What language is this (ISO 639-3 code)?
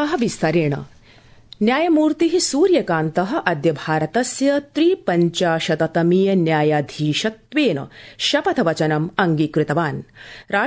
san